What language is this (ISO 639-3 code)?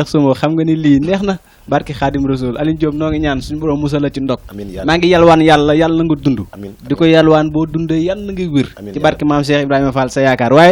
wol